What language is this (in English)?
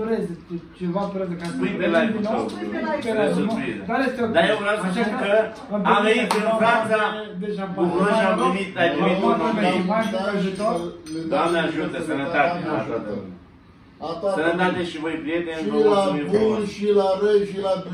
Romanian